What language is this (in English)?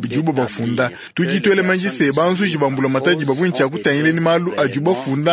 Luba-Lulua